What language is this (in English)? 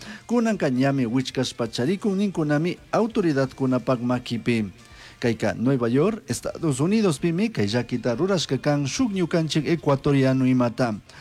Chimborazo Highland Quichua